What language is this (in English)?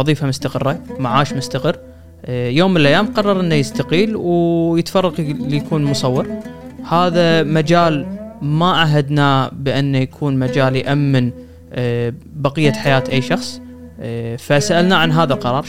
Gulf Arabic